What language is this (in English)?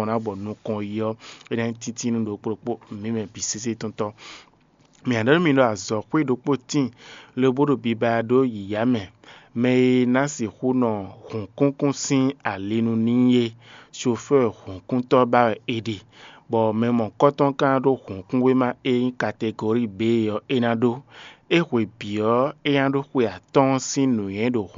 Fon